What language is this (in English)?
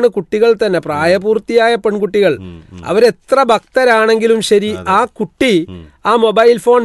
Malayalam